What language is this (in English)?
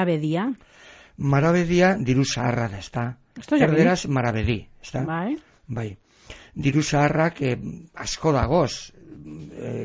Basque